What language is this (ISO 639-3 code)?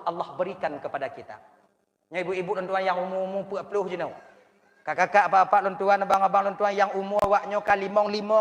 ace